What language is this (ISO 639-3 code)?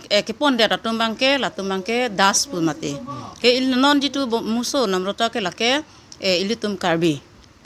mjw